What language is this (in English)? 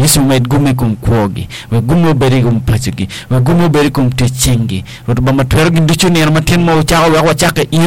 Acoli